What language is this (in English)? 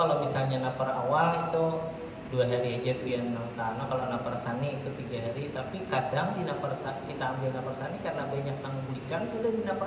Banjar